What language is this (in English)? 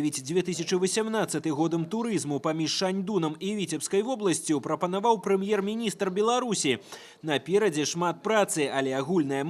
Belarusian